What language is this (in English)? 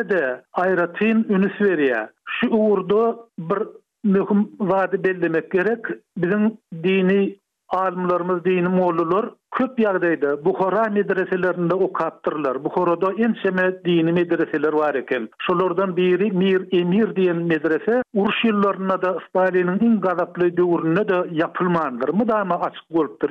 Turkmen